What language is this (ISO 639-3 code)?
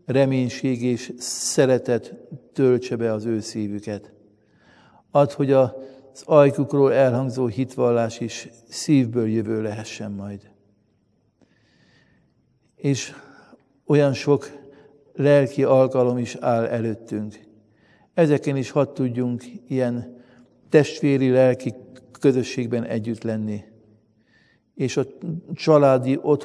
hun